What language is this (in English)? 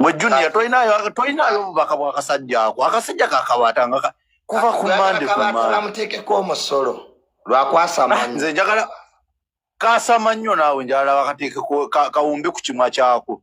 Ganda